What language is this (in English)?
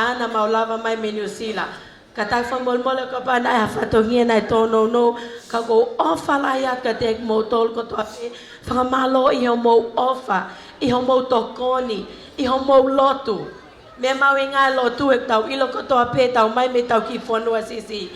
Tongan